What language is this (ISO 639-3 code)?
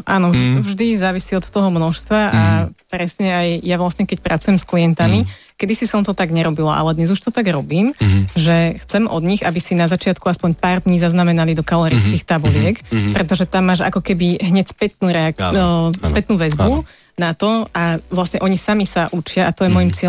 slk